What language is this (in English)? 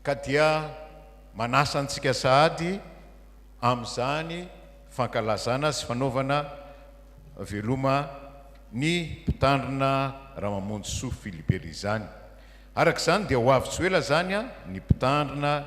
Malagasy